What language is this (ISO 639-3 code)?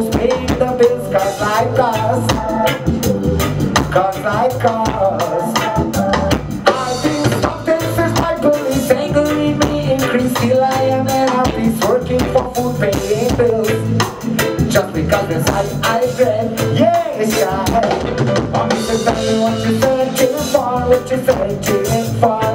eng